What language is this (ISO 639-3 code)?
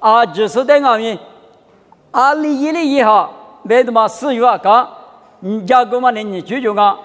lis